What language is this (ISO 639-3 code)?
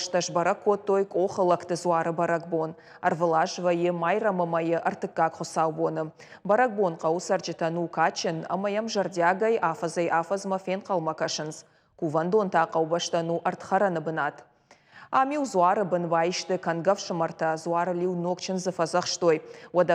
oss